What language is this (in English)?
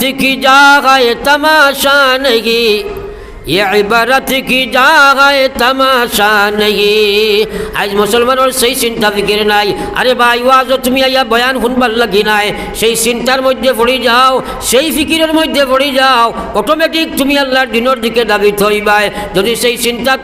Sylheti